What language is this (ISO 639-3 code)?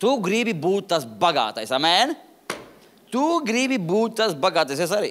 lav